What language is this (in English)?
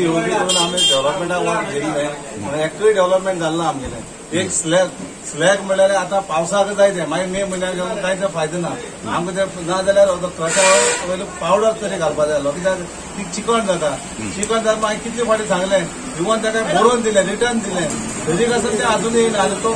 Konkani